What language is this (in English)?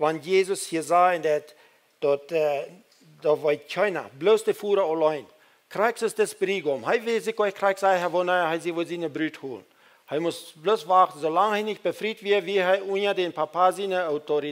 Plautdietsch